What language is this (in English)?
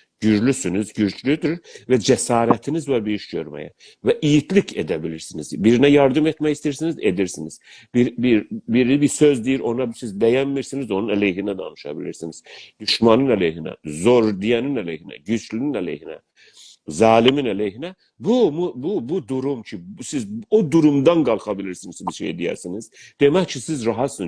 South Azerbaijani